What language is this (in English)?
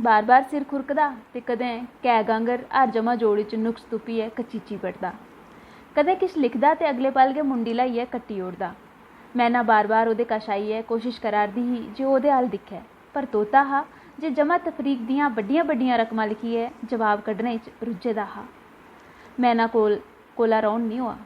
Dogri